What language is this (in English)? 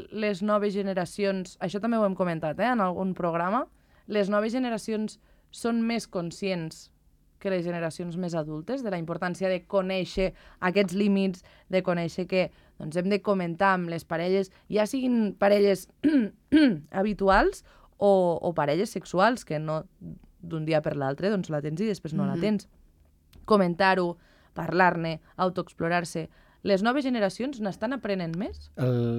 Catalan